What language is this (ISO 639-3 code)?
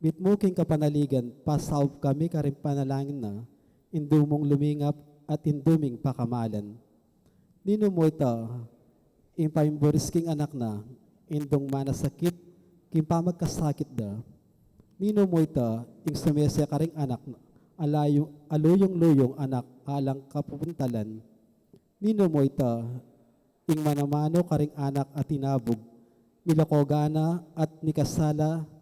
pam